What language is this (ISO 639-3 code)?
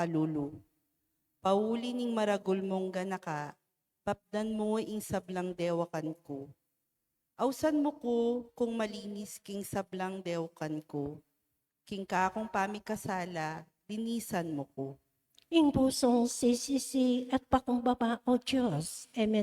pam